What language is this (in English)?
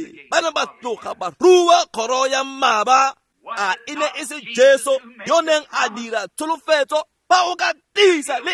Tswana